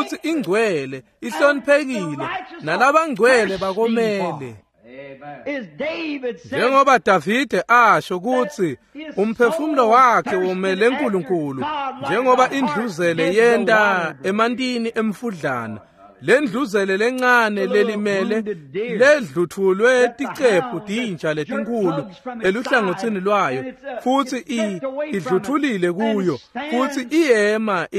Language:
Swati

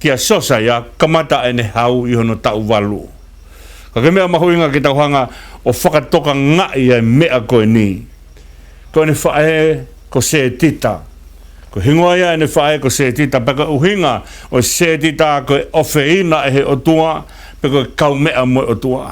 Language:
Tongan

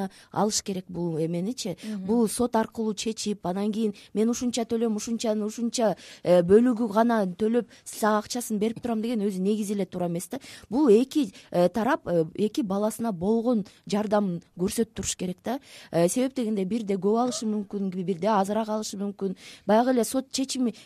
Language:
Kyrgyz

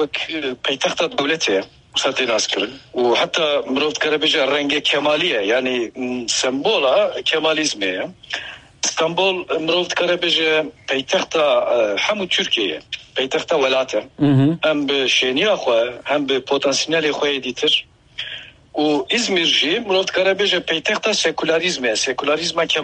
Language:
Kurdish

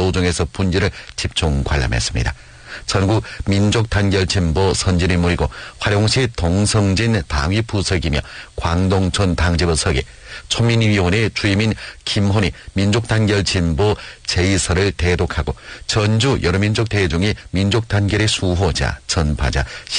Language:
Korean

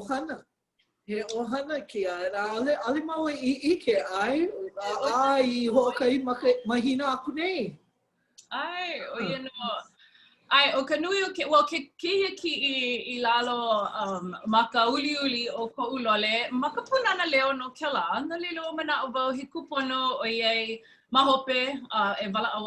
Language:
Hawaiian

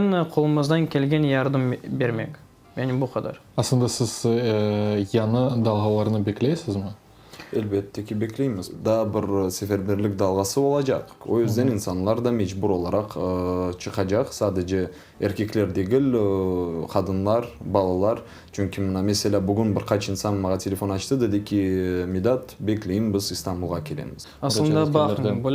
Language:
Crimean Tatar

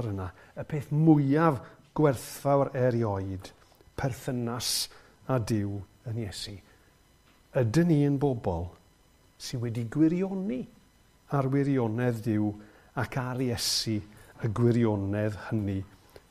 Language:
Welsh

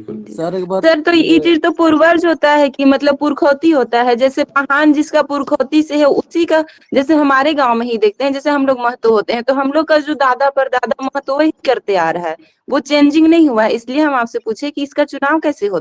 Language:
Sadri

